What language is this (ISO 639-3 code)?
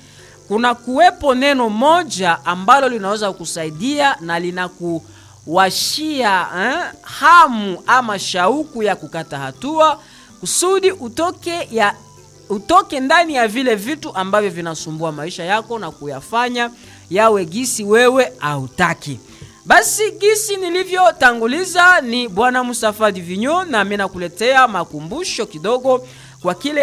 swa